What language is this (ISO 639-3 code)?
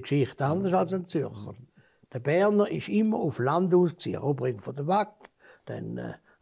deu